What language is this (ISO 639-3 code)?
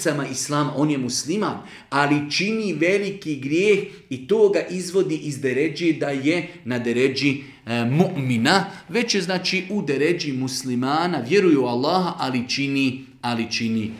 bos